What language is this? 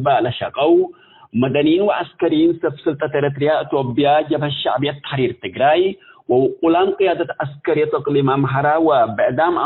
Tigre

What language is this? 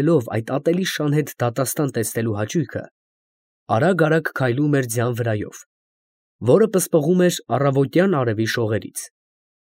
Armenian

